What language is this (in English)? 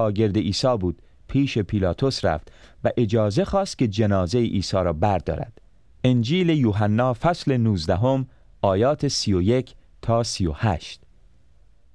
Persian